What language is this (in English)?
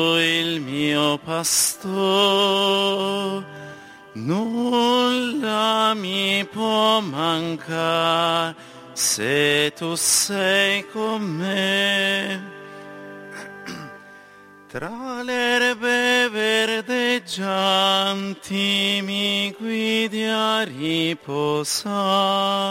Italian